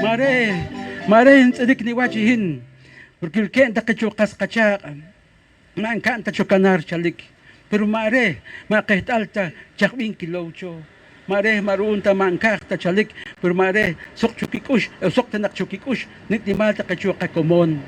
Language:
Poqomchi'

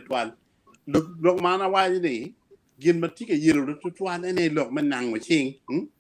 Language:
Acoli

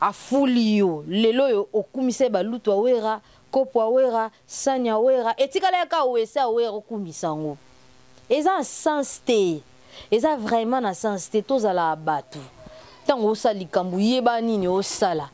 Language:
Lingala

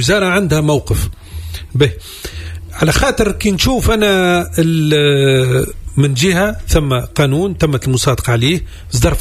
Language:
Tunisian Arabic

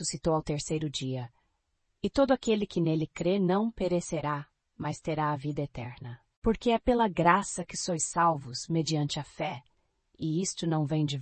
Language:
Portuguese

